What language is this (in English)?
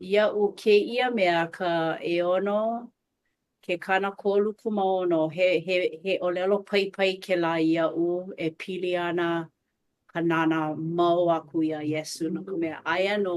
Hawaiian